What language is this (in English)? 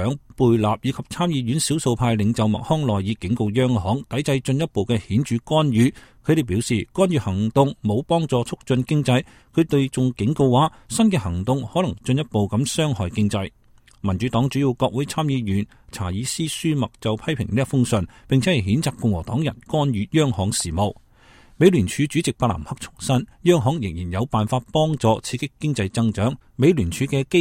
Cantonese